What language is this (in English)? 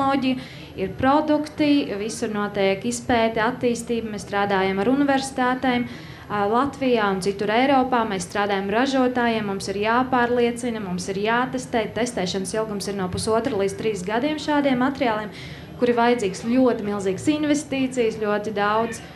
Latvian